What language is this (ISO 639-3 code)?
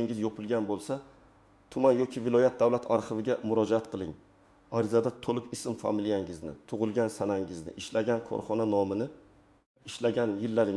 uzb